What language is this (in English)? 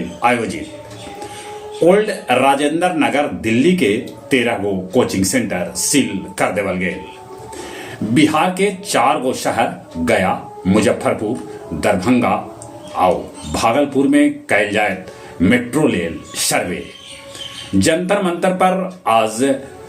Magahi